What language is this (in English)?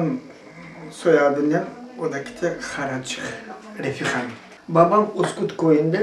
Crimean Tatar